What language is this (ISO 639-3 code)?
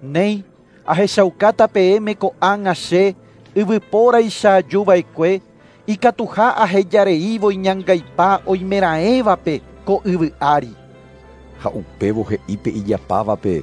grn